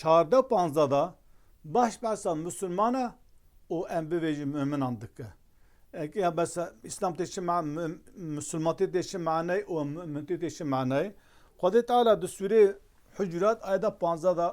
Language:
Kurdish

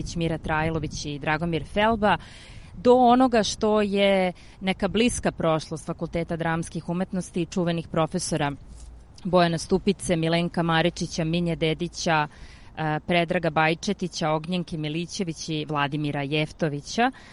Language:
Serbian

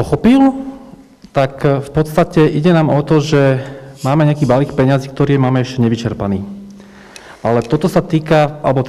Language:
Slovak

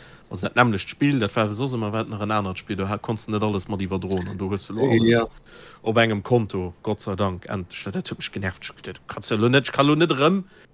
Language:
Luxembourgish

